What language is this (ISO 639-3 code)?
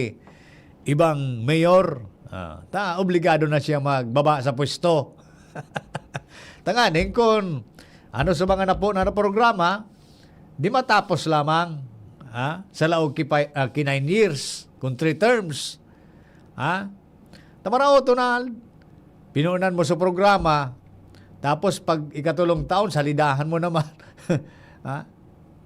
bik